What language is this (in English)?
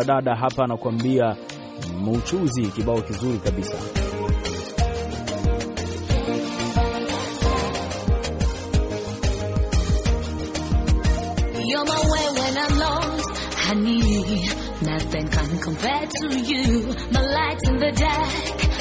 Swahili